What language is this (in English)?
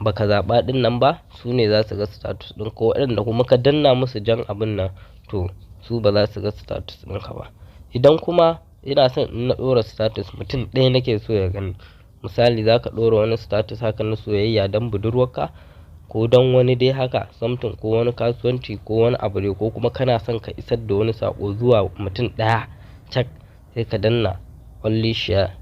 Hausa